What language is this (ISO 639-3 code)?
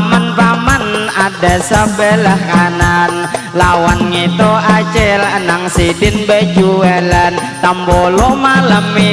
bjn